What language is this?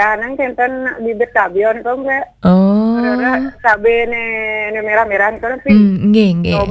Balinese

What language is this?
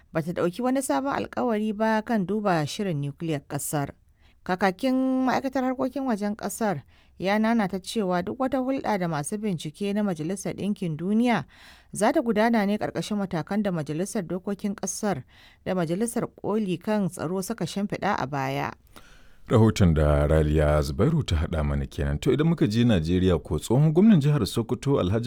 Hausa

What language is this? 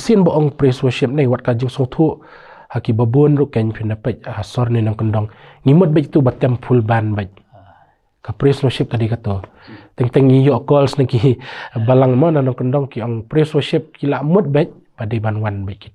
Khasi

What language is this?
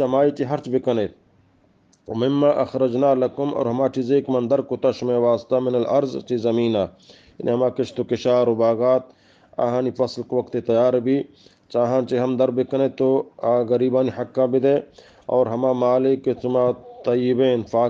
Eastern Balochi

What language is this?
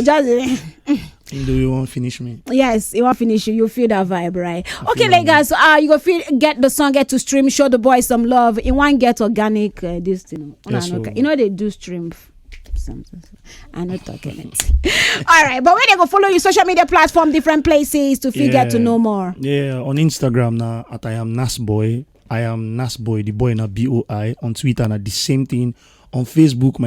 Nigerian Pidgin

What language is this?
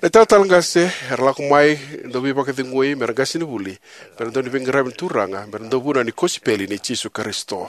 Fijian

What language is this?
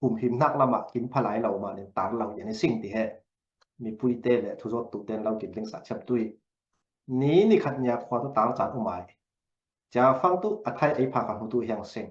Falam Chin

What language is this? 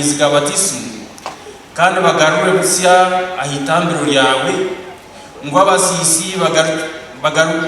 Nyankole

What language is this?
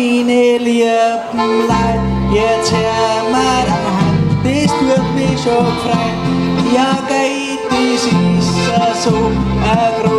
Bavarian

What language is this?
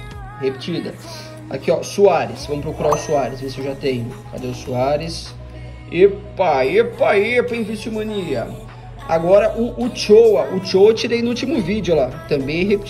Portuguese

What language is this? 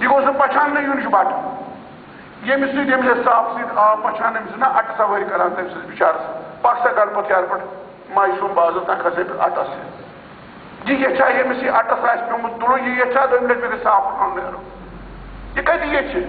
Kashmiri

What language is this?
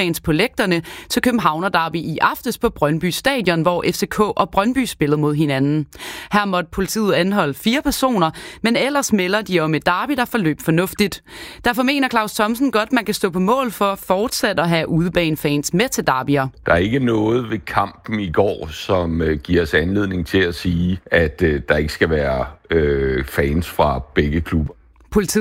Danish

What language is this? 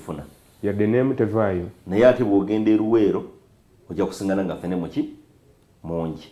Soga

